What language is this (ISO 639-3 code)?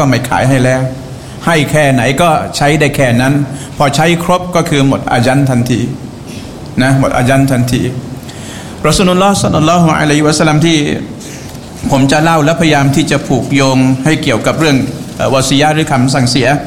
tha